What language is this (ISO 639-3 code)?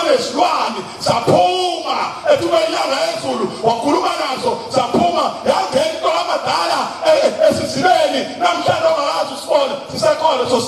zul